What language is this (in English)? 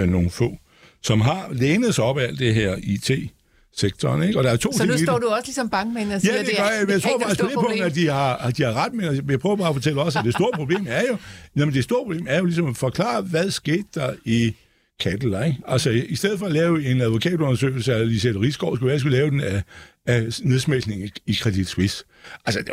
Danish